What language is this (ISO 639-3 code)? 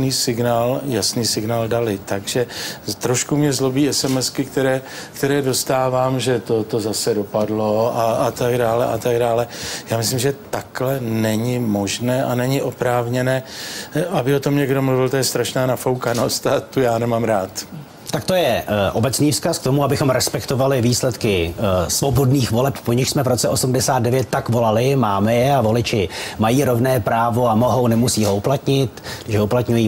ces